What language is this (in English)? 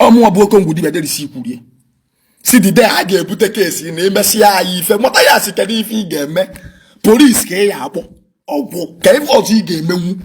Igbo